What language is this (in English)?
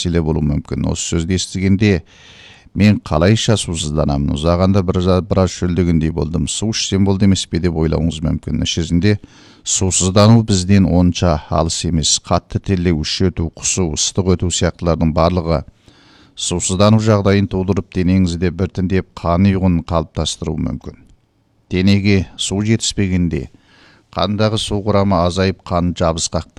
Kazakh